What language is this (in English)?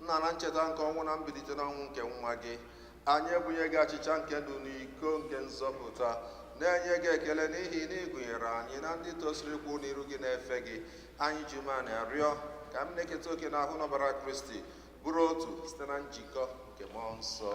Igbo